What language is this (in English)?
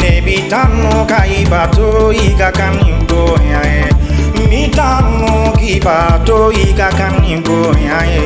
Bambara